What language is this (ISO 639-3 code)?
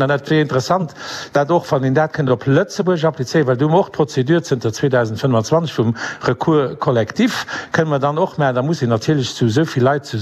ltz